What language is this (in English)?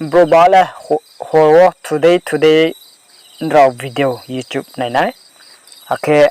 Riang (India)